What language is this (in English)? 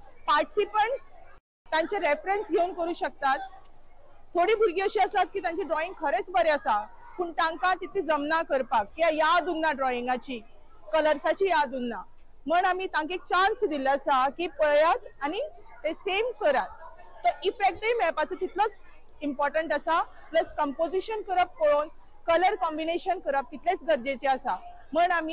Konkani